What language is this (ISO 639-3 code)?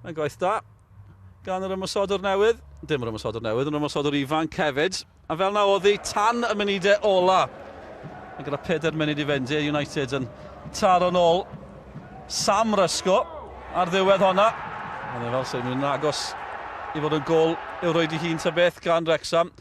cym